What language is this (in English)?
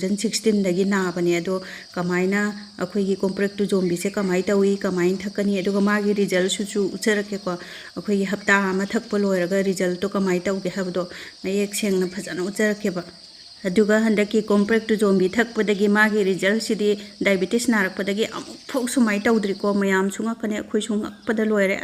Manipuri